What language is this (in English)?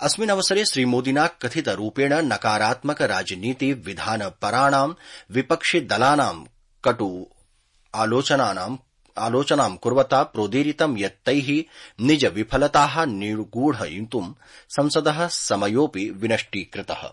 Sanskrit